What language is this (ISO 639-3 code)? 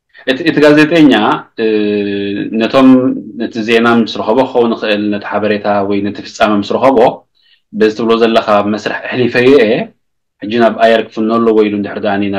tir